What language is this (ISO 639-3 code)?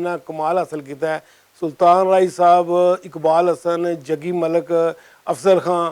lah